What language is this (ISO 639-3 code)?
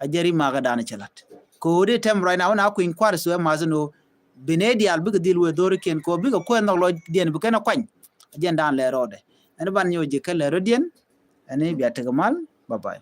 nus